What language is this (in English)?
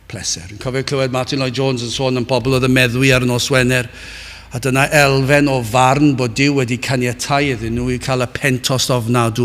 Welsh